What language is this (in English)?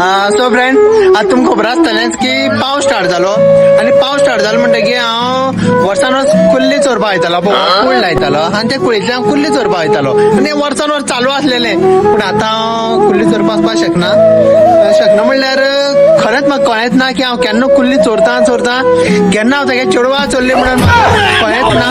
Konkani